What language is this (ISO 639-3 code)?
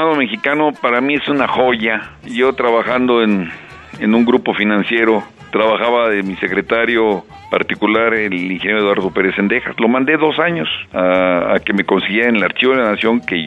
spa